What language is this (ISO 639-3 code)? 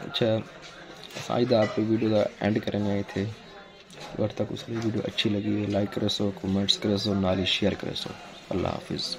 skr